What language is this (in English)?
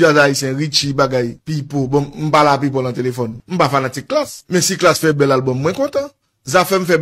Haitian Creole